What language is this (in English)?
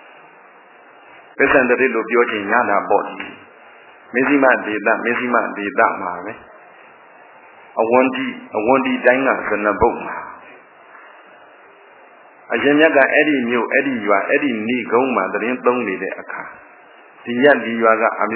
Burmese